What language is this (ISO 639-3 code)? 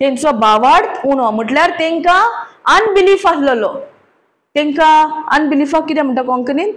kok